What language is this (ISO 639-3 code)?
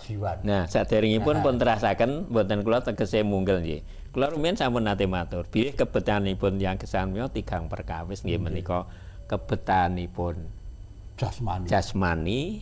jav